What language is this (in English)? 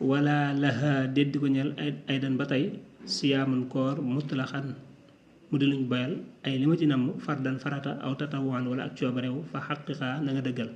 Wolof